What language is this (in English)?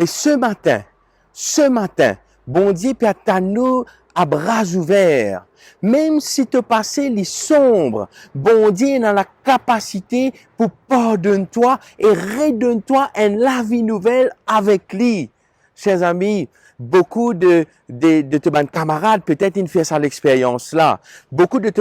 Morisyen